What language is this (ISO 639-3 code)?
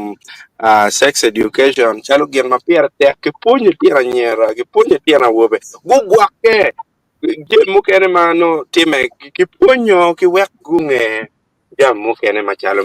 ach